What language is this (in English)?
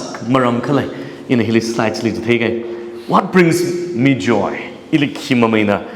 Tangkhul Naga (India)